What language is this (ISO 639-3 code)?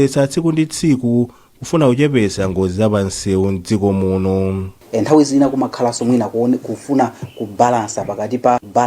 nya